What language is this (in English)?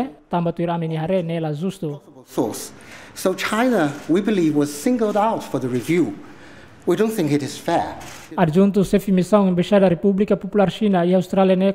Tetum